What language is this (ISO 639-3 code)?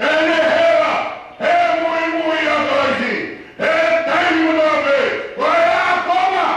ton